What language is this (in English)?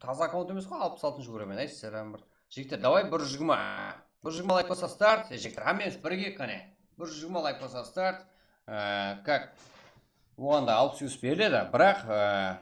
Kara-Kalpak